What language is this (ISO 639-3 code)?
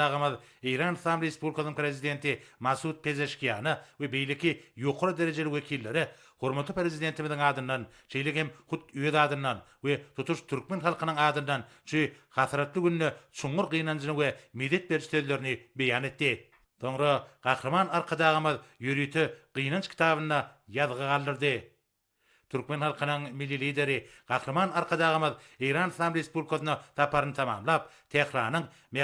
tuk